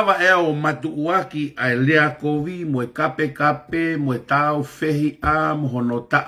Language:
Tongan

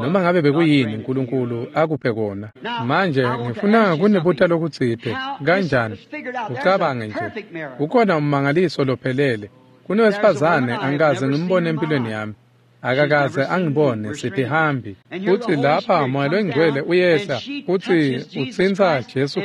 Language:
Swati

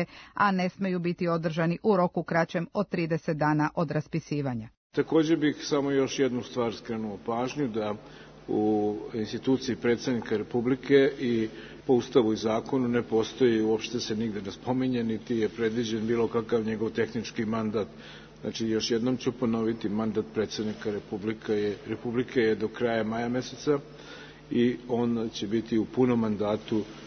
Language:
Serbian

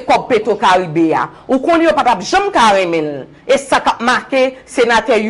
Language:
Haitian Creole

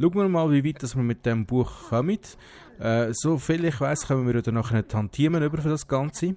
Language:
Swiss German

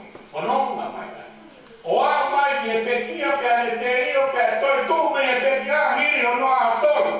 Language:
Tongan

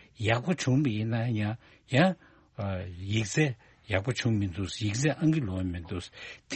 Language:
Tibetan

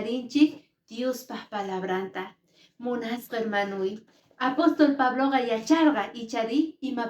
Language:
Quechua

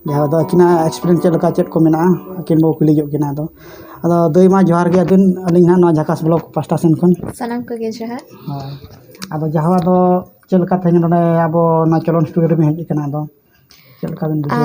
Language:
Santali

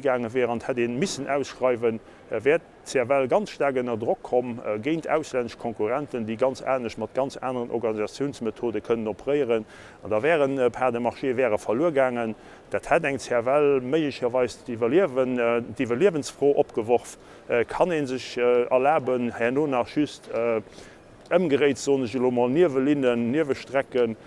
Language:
Luxembourgish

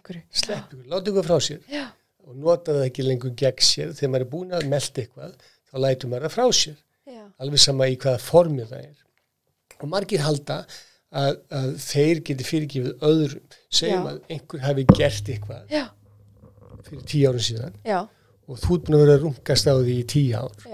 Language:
Icelandic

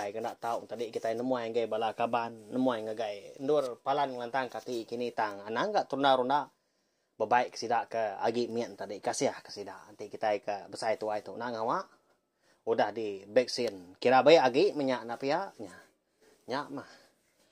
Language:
Iban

